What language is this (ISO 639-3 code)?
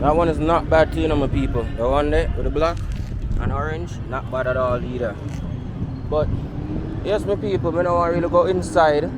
jam